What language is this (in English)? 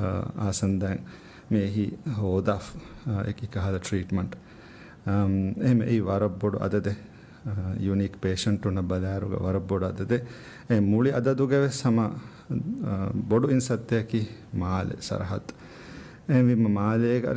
Divehi